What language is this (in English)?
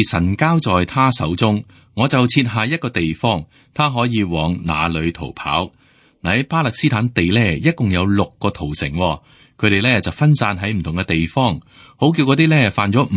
Cantonese